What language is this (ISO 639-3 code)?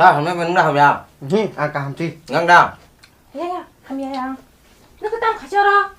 trp